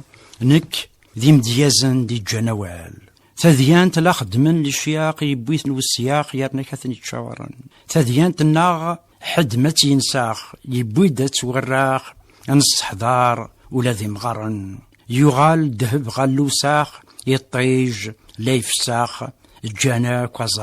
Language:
Kabyle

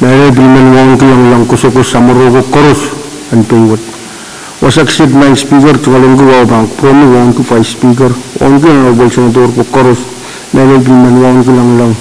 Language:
Pohnpeian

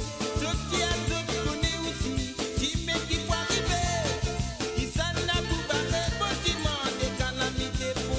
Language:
Morisyen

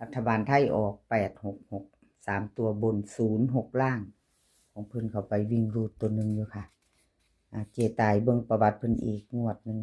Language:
Northeastern Thai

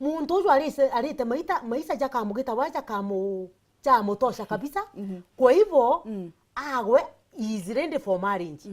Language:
Meru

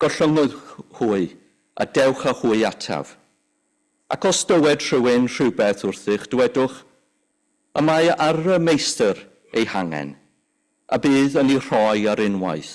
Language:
Welsh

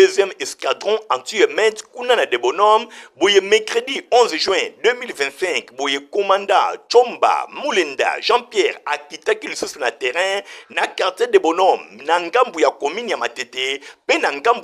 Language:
Lingala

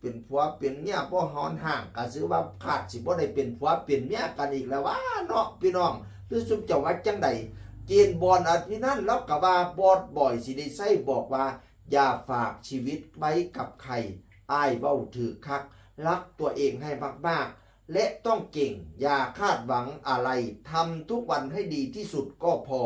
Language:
Northeastern Thai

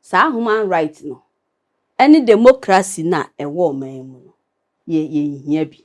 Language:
Akan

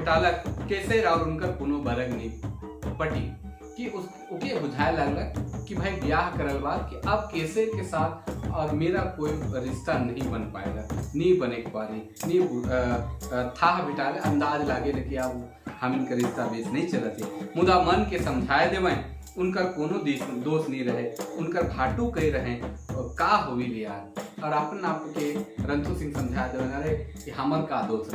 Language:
Sadri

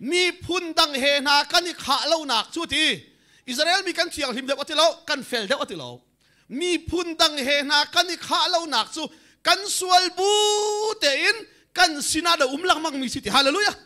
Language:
Hakha Chin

